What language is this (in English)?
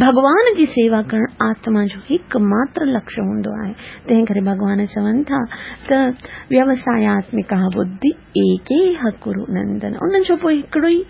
Sindhi